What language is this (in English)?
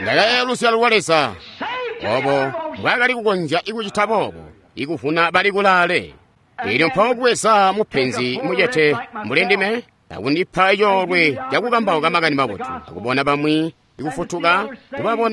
Tonga (Zambia)